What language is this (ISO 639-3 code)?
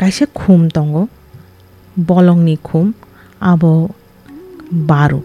trp